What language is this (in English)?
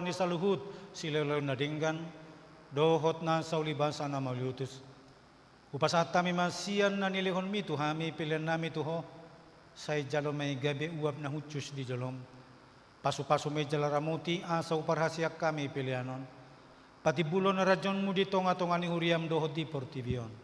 Batak Toba